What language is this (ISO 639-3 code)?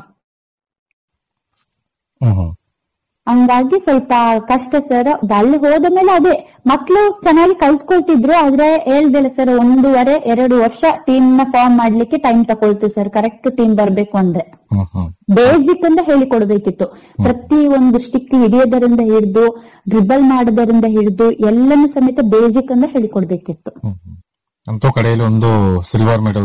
kan